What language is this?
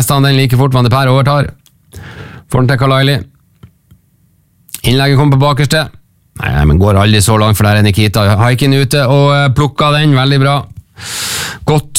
Norwegian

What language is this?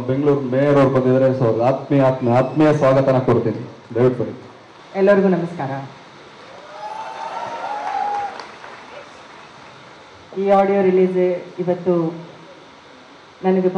Kannada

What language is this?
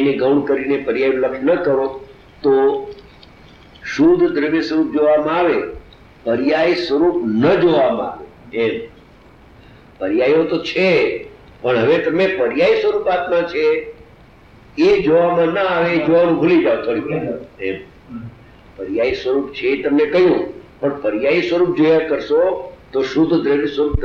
Gujarati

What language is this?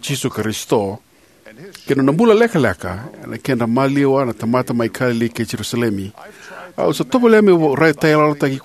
Fijian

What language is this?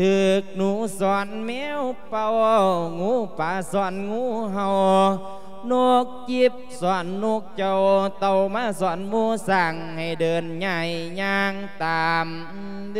Lao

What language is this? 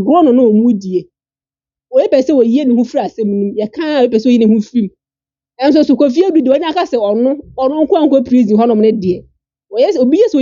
Akan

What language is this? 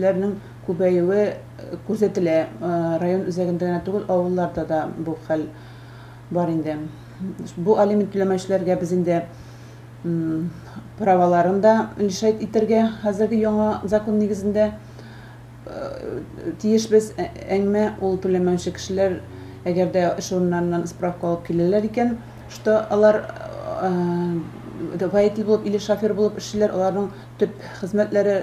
Tatar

